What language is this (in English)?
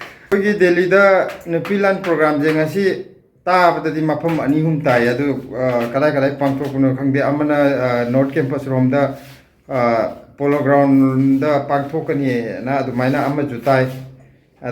Manipuri